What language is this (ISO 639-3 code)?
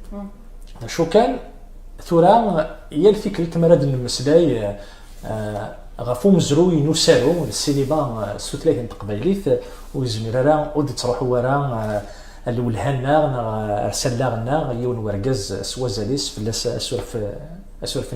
kab